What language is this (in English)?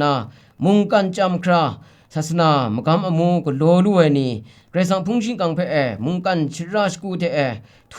Kachin